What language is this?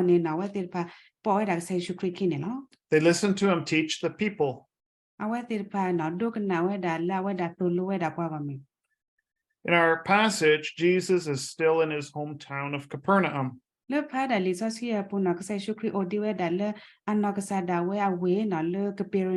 S'gaw Karen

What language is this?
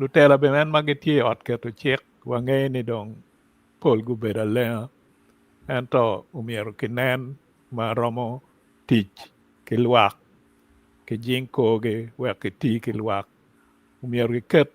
Acoli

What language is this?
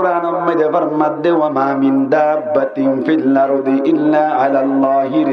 Rohingya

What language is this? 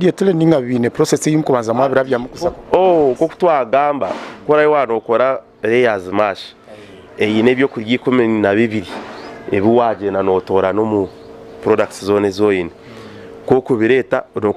Nyankole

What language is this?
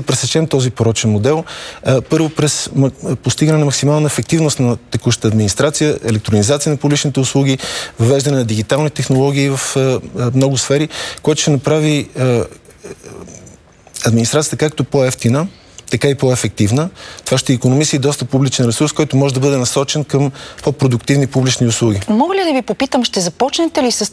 Bulgarian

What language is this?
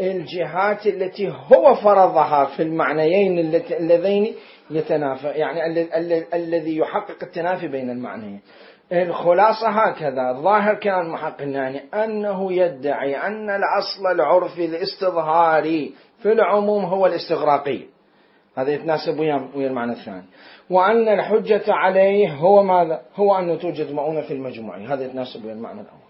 Mesopotamian Arabic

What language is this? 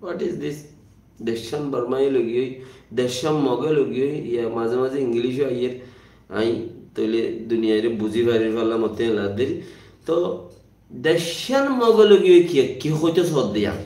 Rohingya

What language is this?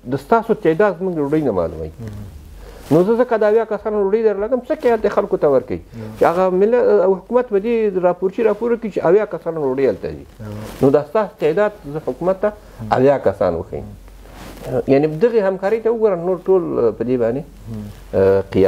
Pashto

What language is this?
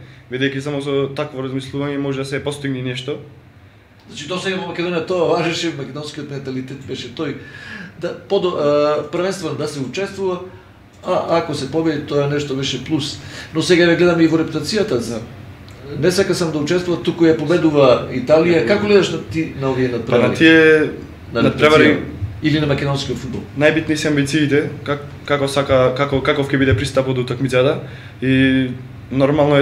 Macedonian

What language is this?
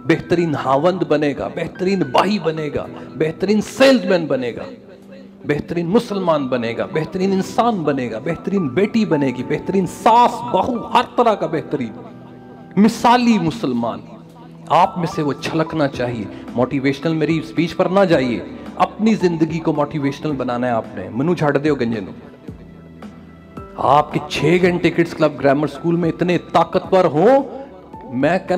Urdu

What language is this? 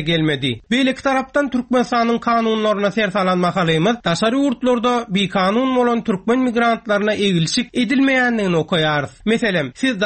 Turkmen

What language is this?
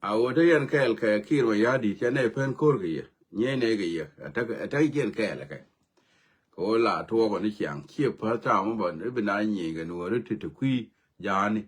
Nuer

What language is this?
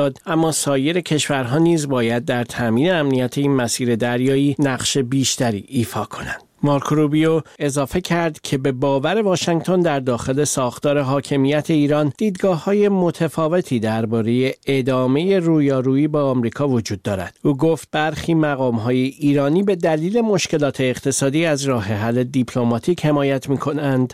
Persian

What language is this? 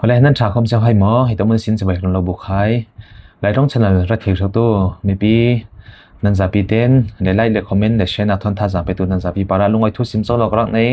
Falam Chin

